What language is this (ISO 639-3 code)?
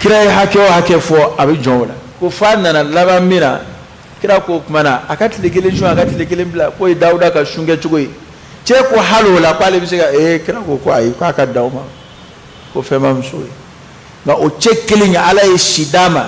bam